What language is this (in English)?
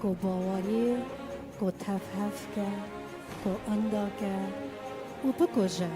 Kurdish